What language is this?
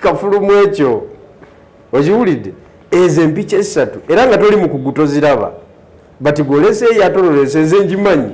Ganda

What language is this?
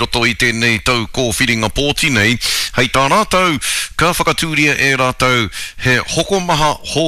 Māori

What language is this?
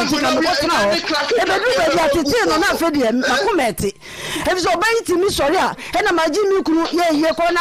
Akan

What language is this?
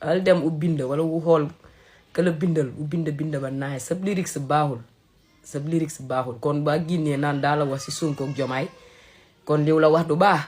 Wolof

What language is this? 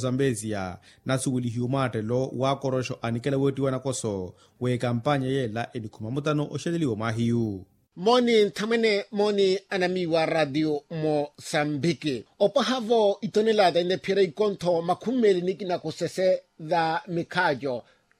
Makhuwa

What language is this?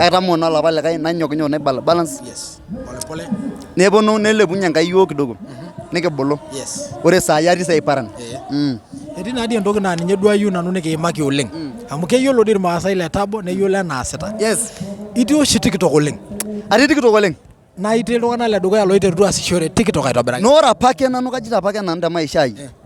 Masai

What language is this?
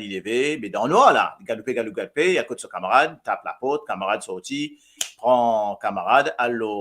Morisyen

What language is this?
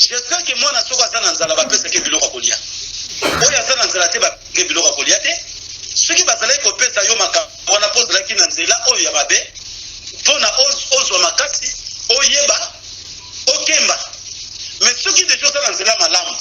Lingala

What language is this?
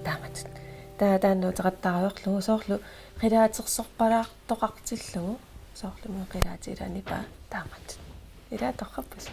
Kalaallisut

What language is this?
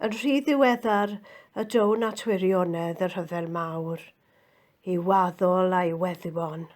Welsh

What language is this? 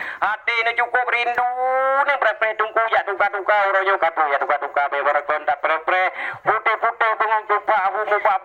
Achinese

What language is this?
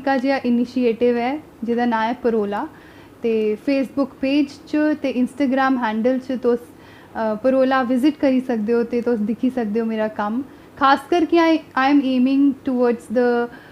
Dogri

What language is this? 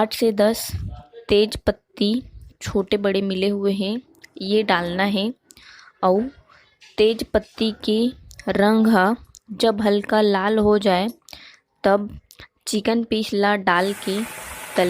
Chhattisgarhi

